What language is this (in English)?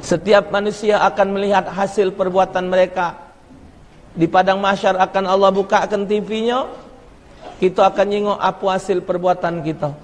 Musi